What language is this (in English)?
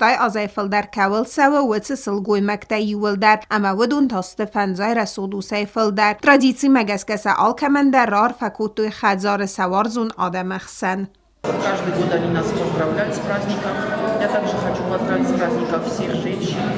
Ossetic